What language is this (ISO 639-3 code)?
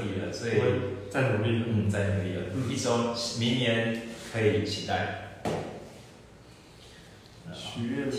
zho